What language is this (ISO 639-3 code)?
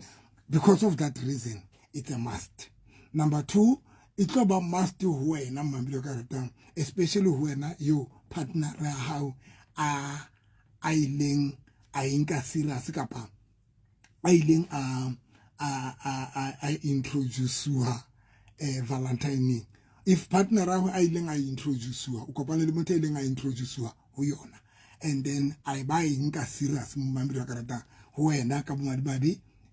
sot